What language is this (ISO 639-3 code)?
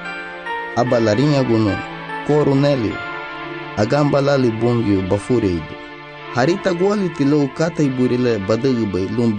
cab